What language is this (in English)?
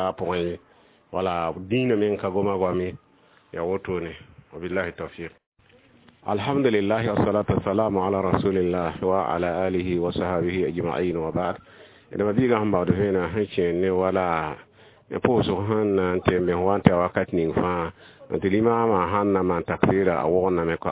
Mossi